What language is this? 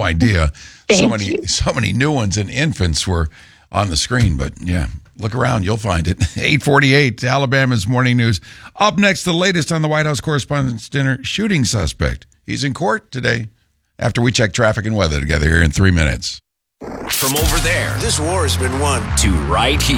English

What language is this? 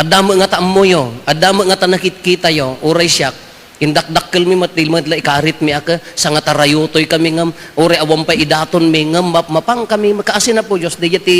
Iloko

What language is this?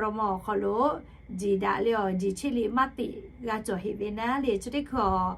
Lahu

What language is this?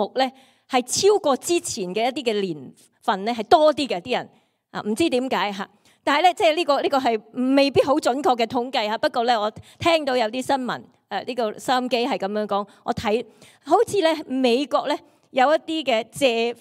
Cantonese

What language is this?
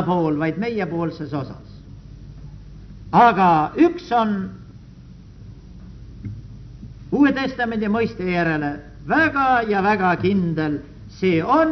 Estonian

